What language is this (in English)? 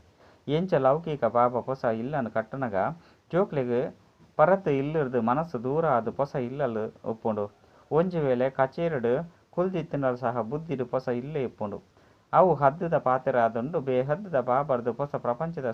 Tulu